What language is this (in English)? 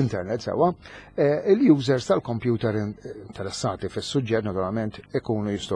Maltese